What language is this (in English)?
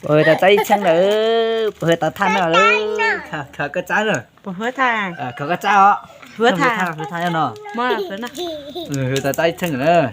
Hmong